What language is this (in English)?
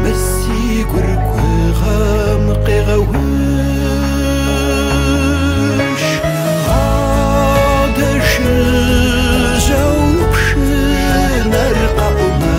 Kabardian